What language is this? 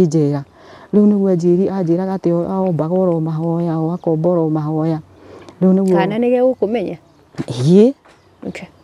Kikuyu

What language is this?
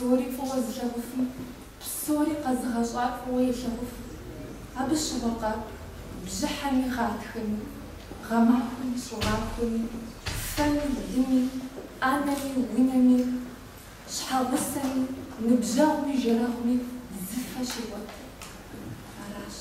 Kabardian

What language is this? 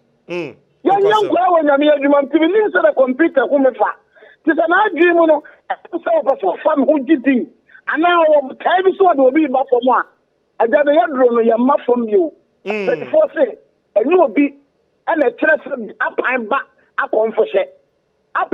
Akan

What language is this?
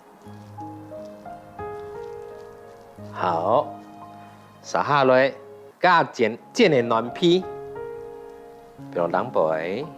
Hakka Chinese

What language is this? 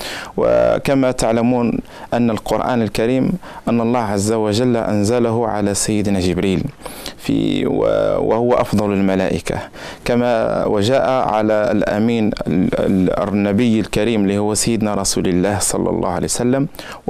Arabic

